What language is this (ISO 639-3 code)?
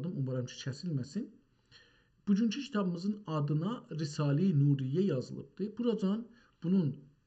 azb